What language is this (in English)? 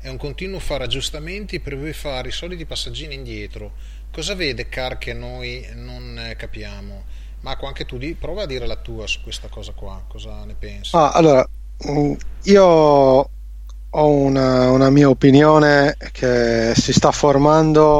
Italian